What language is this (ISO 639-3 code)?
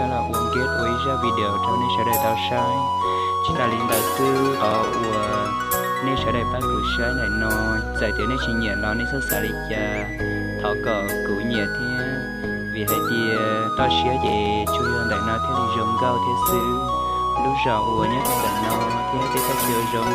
hmn